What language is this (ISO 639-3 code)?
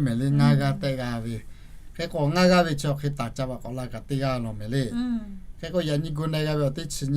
lhu